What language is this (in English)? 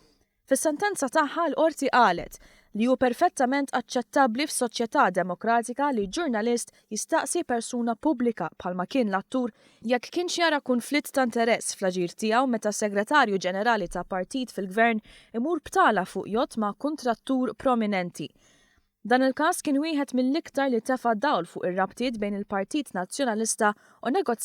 Maltese